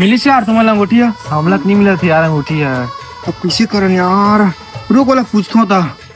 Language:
Chhattisgarhi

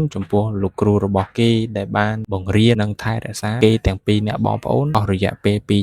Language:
Khmer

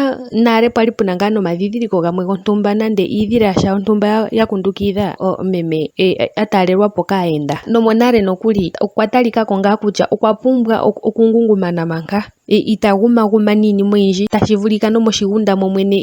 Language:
Ndonga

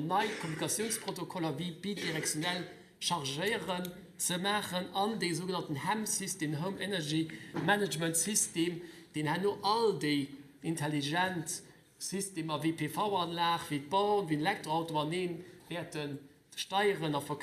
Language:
Luxembourgish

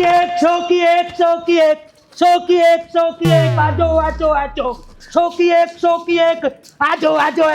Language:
Haryanvi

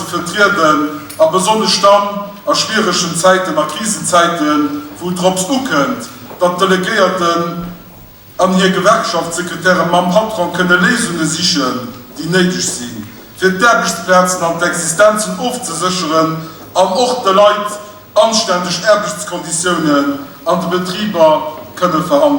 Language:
Luxembourgish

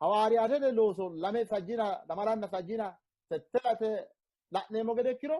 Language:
Sidamo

